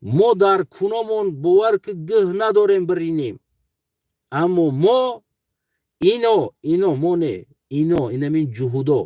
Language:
Tajik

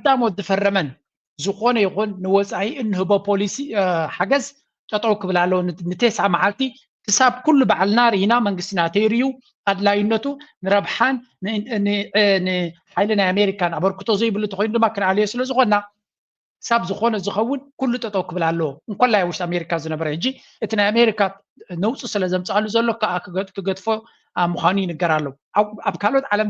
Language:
Tigrinya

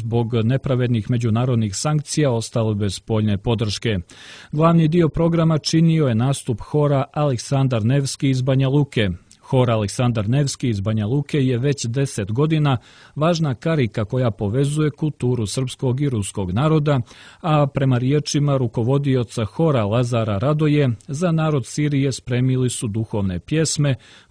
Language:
Serbian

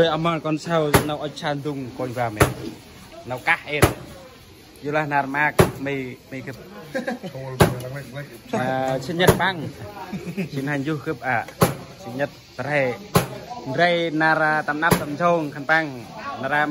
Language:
Central Mnong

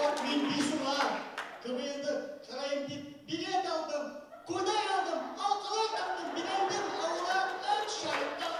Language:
Bashkir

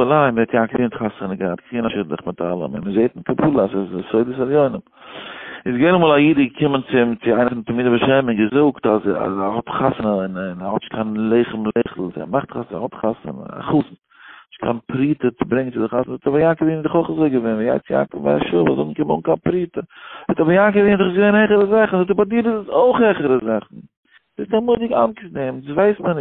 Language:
Yiddish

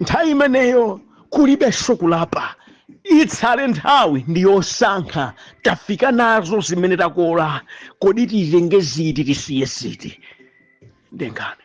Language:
Nyanja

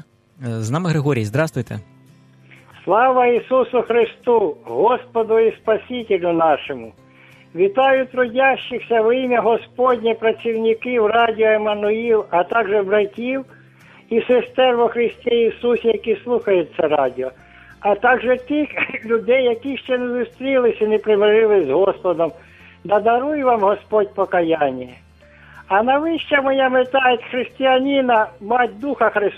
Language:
Ukrainian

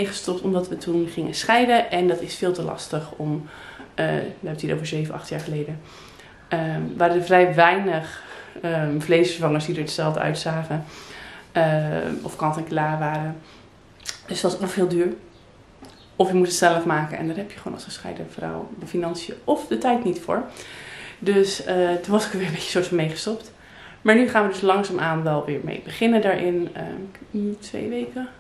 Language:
Dutch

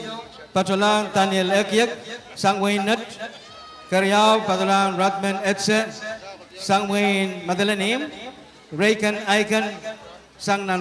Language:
Pohnpeian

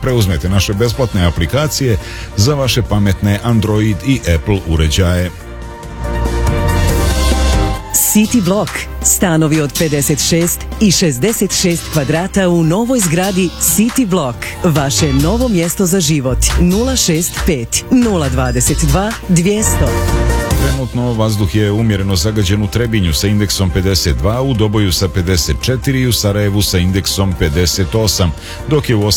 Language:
Bosnian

